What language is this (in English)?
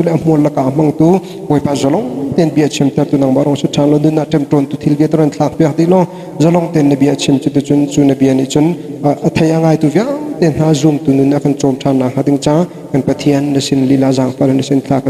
Hakha Chin